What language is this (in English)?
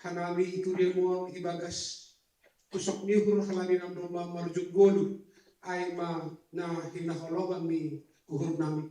Batak Simalungun